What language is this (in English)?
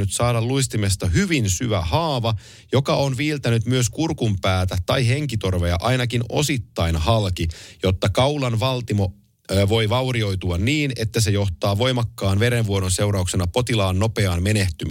Finnish